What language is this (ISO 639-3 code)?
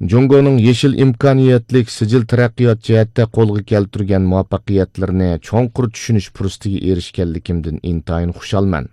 uig